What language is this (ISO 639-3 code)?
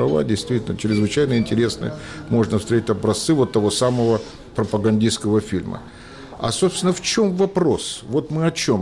rus